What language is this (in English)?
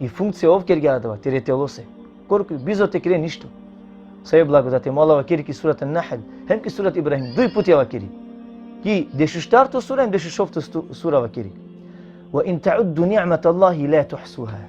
Balkan Romani